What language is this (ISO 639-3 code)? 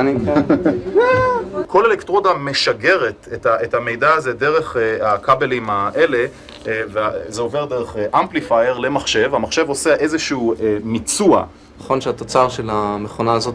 heb